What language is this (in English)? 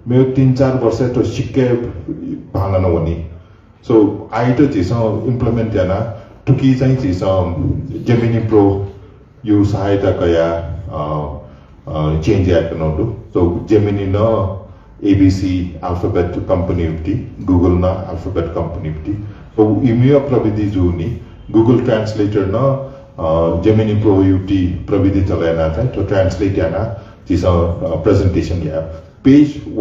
Newari